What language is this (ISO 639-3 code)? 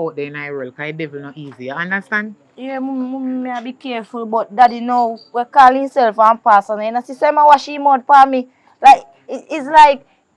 jam